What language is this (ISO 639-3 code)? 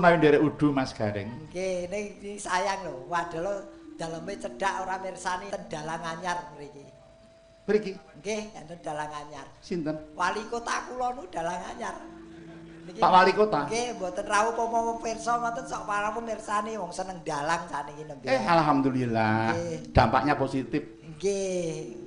jav